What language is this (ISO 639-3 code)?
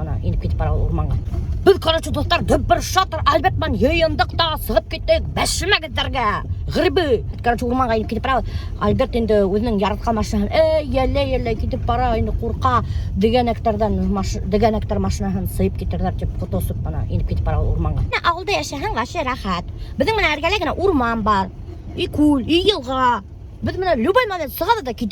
bak